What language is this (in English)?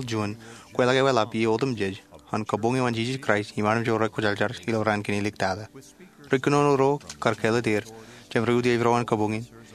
Marshallese